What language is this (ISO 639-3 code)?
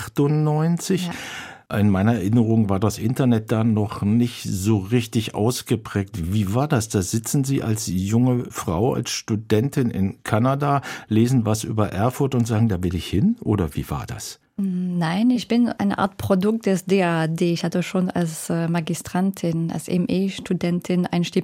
deu